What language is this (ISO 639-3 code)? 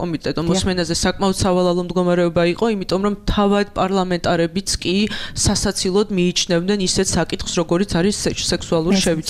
kat